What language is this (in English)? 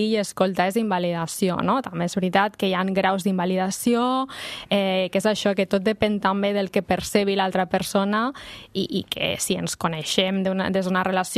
Catalan